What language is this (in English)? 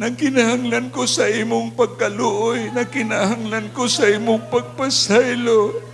Cebuano